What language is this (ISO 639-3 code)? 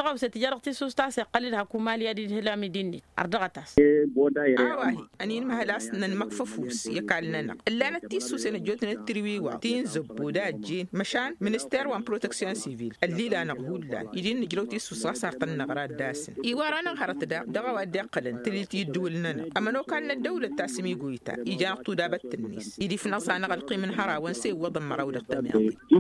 taq